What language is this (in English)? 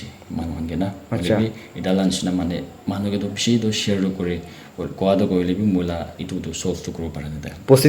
Naga Pidgin